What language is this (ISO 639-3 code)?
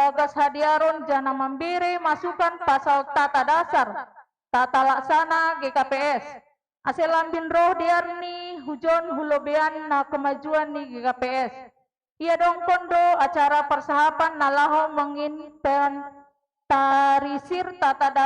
bts